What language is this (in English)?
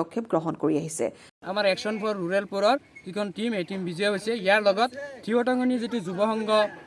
Assamese